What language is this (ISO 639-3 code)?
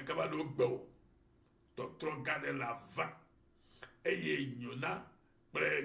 ewe